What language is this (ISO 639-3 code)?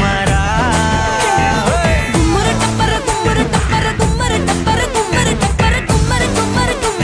tam